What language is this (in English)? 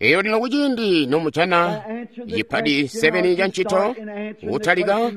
Tonga (Zambia)